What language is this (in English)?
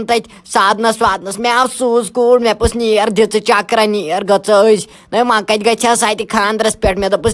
Kashmiri